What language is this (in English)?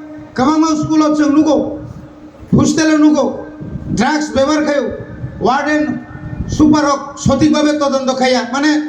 Kok Borok